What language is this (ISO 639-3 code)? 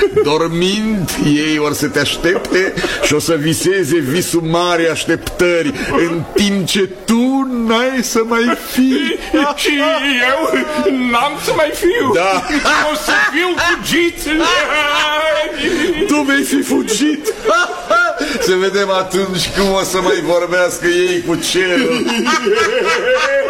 ron